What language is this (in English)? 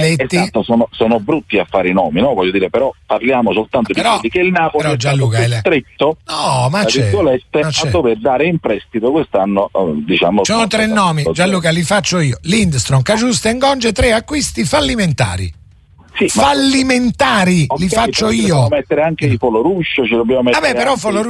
Italian